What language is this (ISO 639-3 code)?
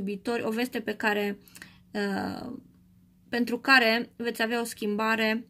ron